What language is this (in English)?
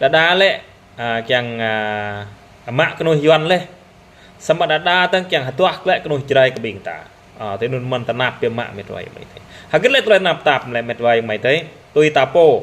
Jarai